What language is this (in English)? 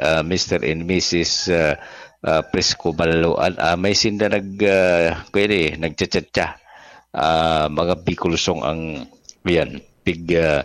Bikol